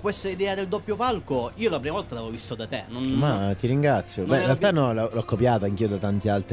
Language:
Italian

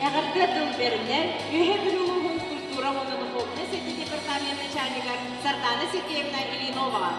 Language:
Yakut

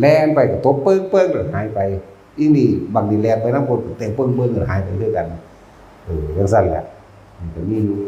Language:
Northeastern Thai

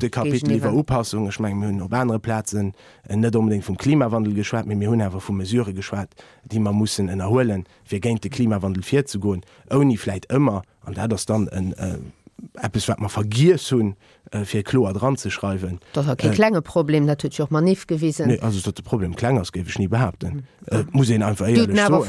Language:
Luxembourgish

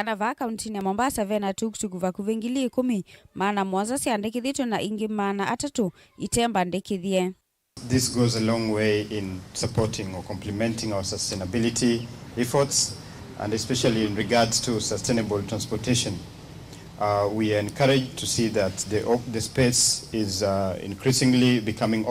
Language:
Kamba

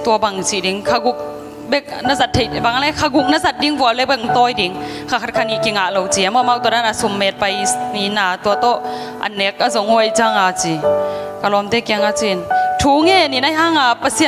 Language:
Tedim Chin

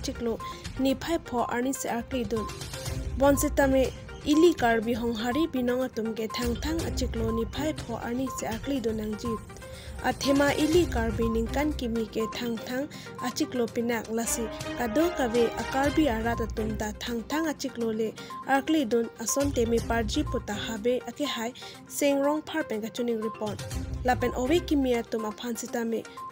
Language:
Karbi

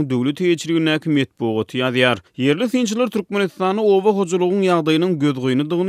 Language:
Turkmen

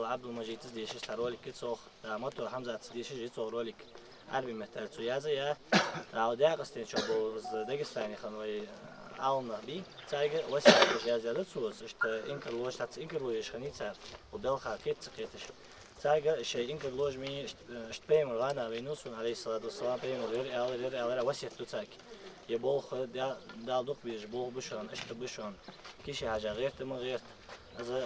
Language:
Ingush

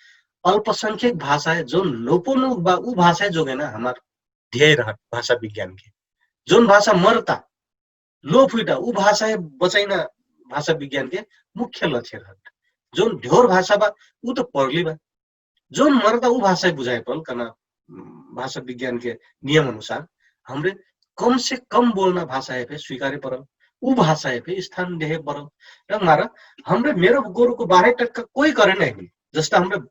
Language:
Dangaura Tharu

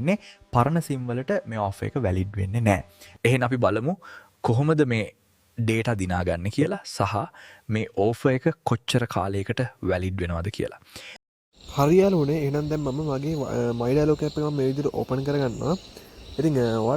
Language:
Sinhala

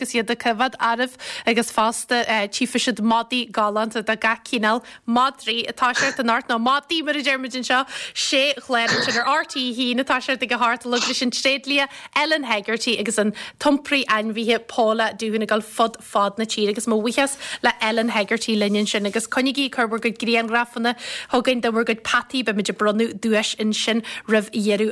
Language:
Irish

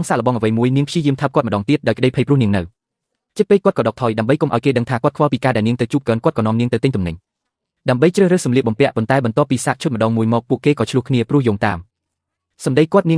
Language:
Khmer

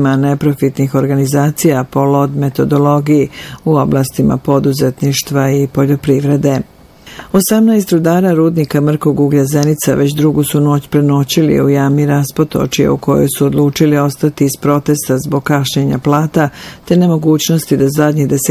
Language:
Bosnian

